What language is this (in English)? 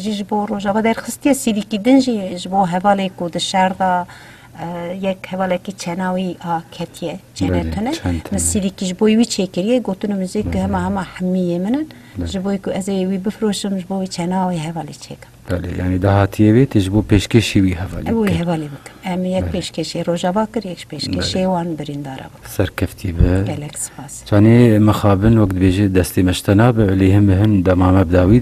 Kurdish